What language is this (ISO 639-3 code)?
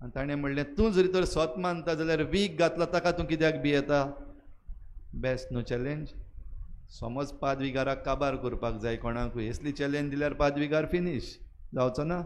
kok